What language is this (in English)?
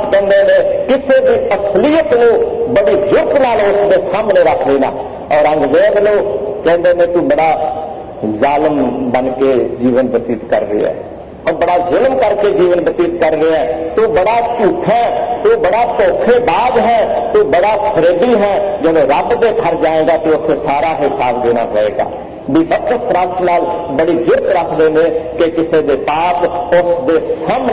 Punjabi